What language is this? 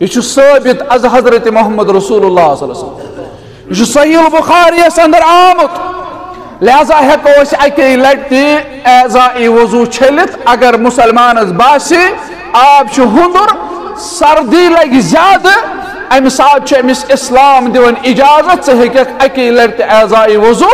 Kashmiri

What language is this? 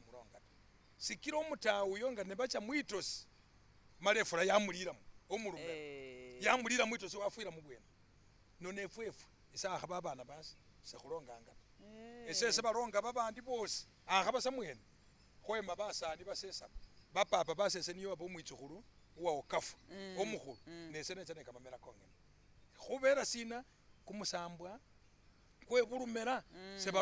Masaaba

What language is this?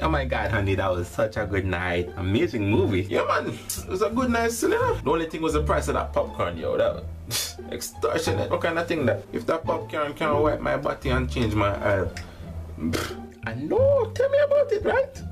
Jamaican Creole English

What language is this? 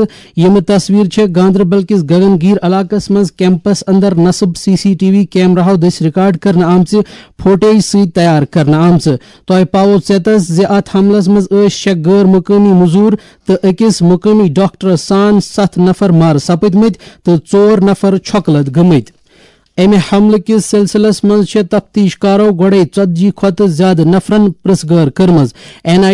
Kashmiri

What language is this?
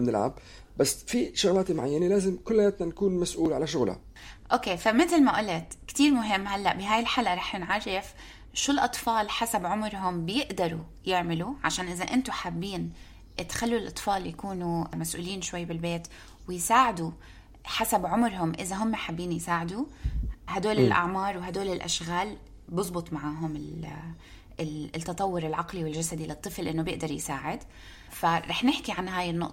North Levantine Arabic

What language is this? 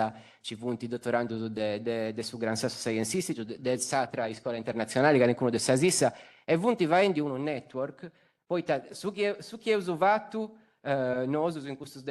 Sardinian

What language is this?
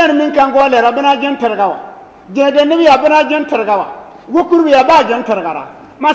Bissa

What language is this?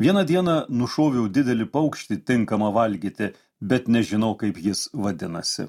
Lithuanian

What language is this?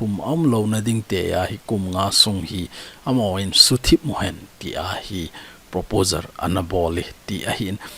Thado Chin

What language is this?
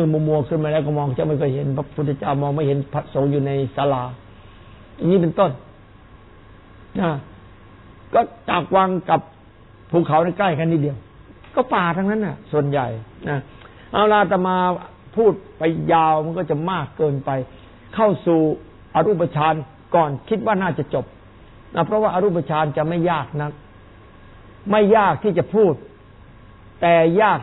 Thai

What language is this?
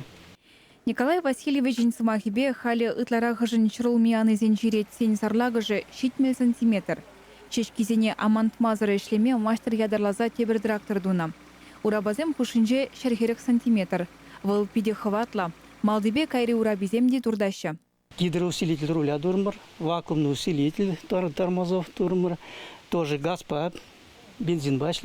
Chuvash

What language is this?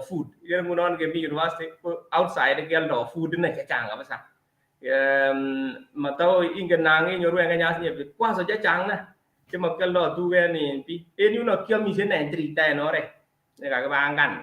Kalenjin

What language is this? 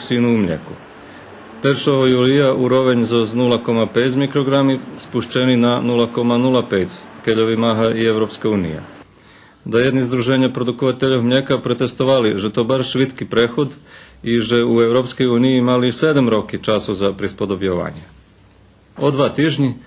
Rusyn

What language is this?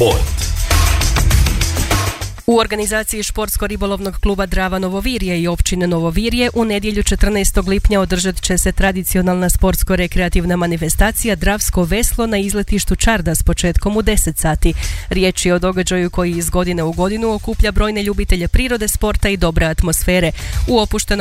Croatian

